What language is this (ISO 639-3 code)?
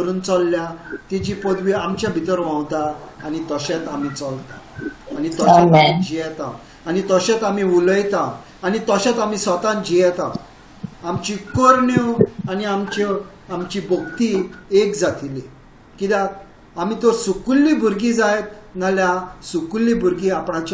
kok